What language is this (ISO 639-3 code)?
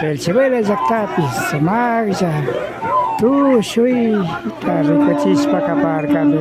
qvi